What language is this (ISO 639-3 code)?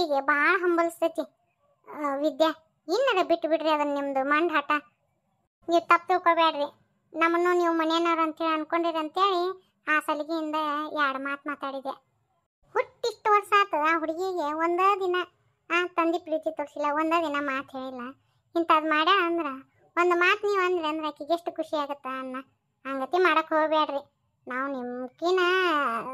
kan